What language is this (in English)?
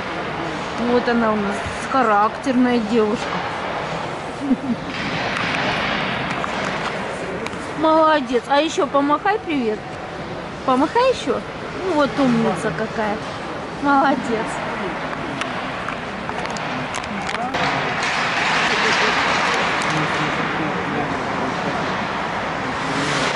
Russian